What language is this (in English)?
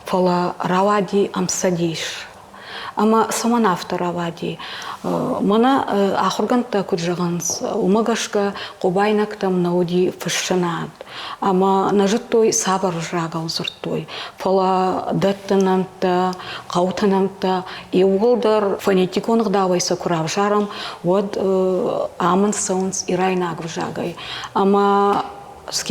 Ossetic